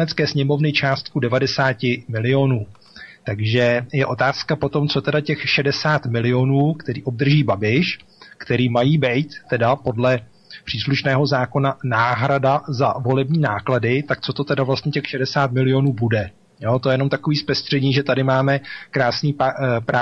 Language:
Czech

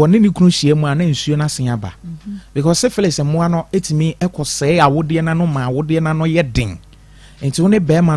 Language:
Akan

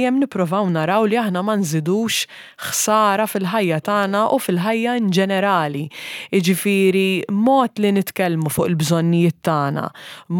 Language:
Maltese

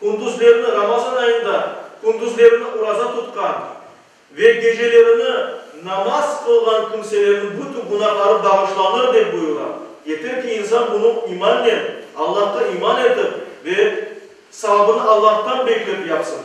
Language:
Crimean Tatar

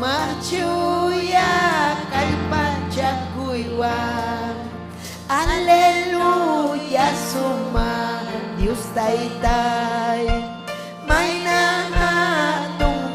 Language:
Ayacucho Quechua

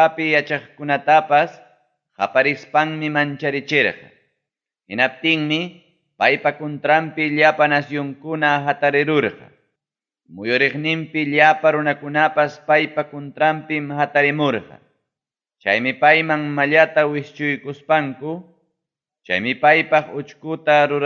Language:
Ayacucho Quechua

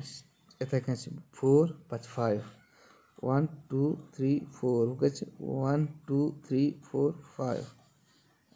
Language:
Kashmiri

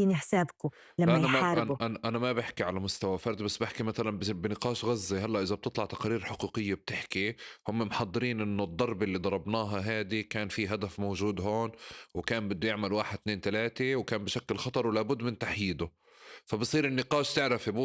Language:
North Levantine Arabic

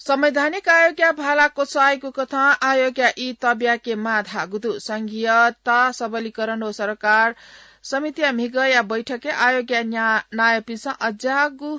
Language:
Newari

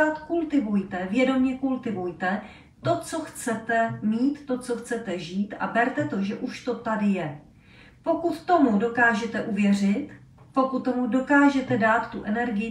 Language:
Czech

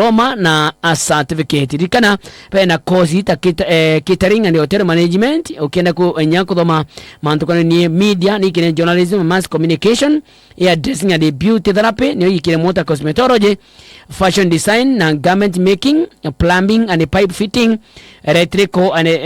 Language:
Meru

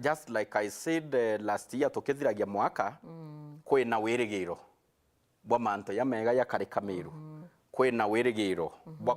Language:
Meru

